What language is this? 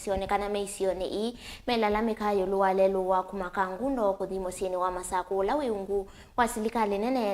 Kamba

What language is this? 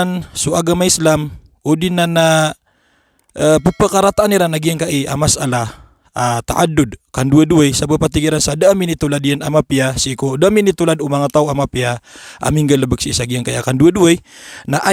Maranao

